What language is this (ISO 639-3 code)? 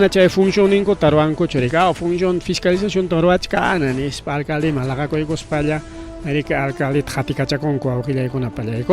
quy